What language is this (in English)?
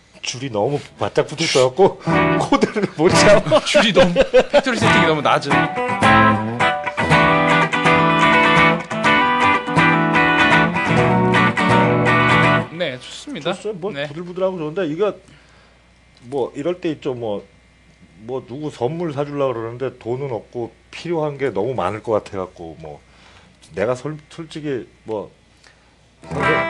Korean